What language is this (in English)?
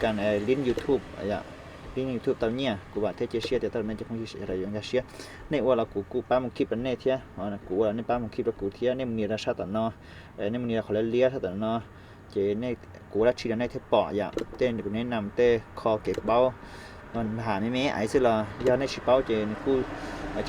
Hmong